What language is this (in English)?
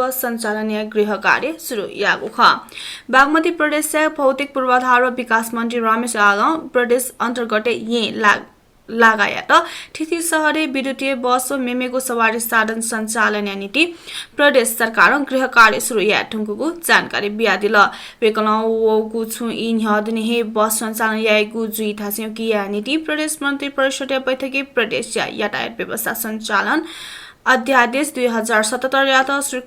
Newari